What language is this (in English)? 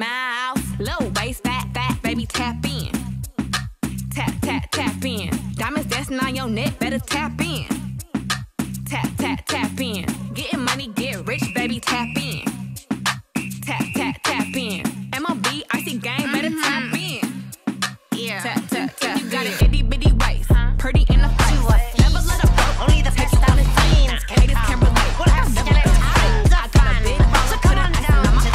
English